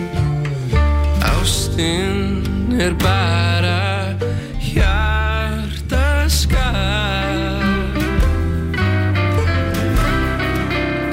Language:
Icelandic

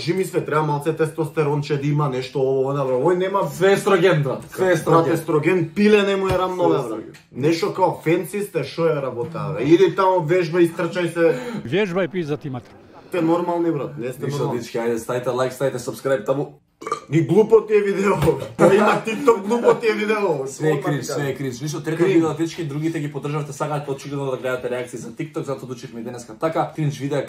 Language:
Macedonian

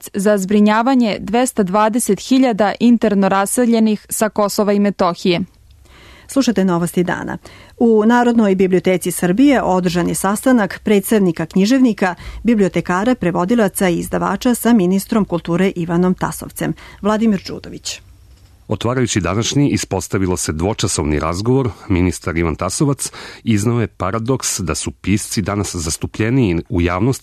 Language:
Serbian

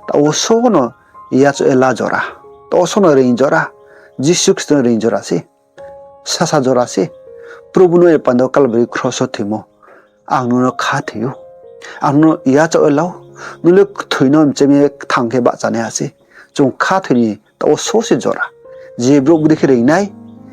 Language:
Riang (India)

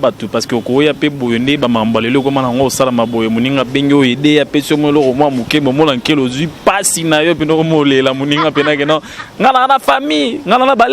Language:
Lingala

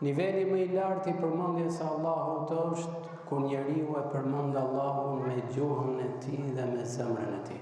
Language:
Albanian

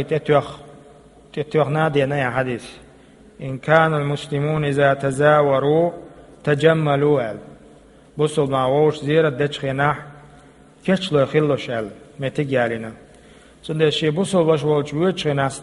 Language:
Chechen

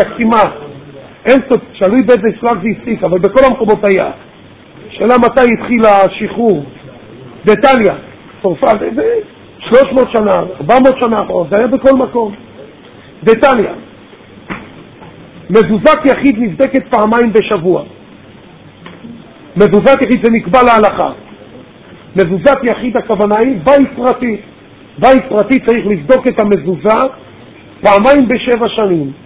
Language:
Hebrew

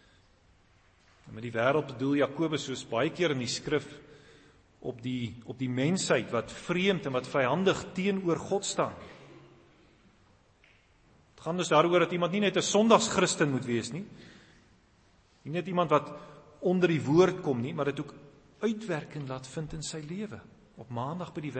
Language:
Afrikaans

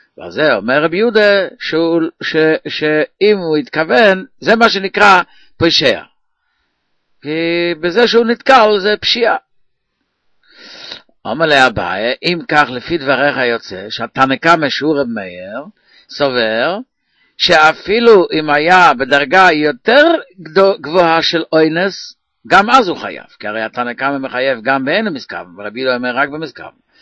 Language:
Hebrew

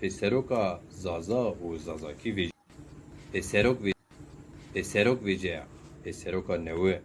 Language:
Zaza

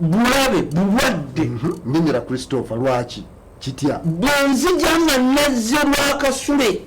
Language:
Ganda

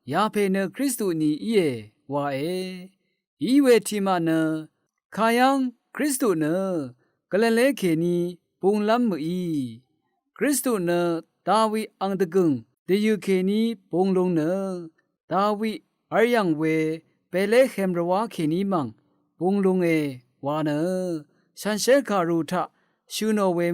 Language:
Rawang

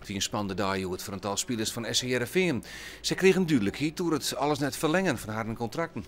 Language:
Western Frisian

